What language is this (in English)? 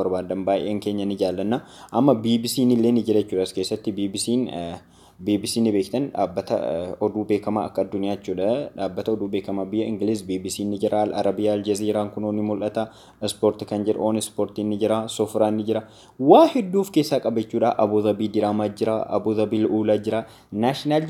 Oromo